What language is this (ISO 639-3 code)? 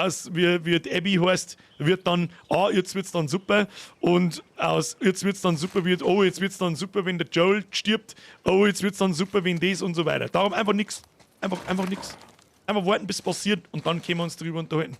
bar